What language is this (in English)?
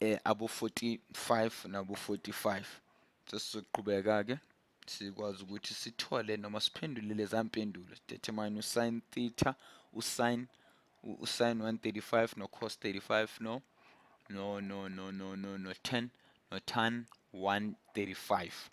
Zulu